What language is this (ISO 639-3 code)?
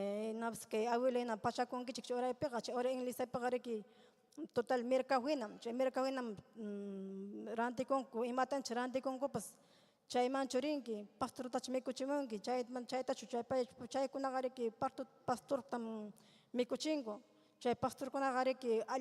quy